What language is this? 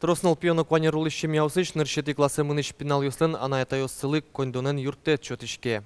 Udmurt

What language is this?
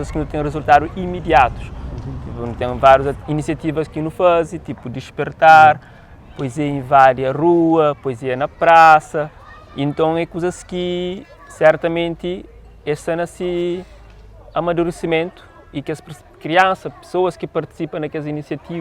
Kabuverdianu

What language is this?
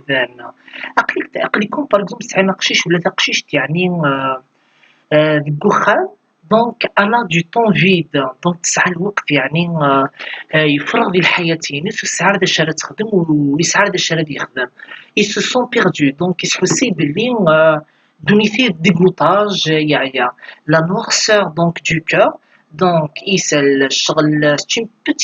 Kabyle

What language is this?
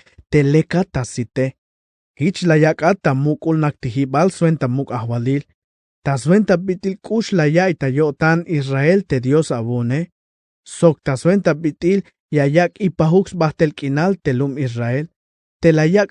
Tzeltal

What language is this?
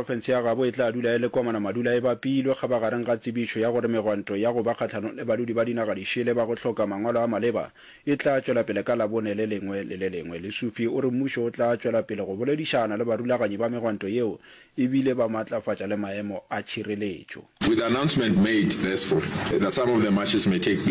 Northern Sotho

